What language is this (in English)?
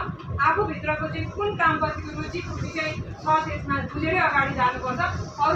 Nepali